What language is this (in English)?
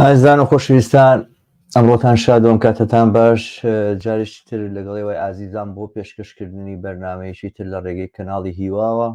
Central Kurdish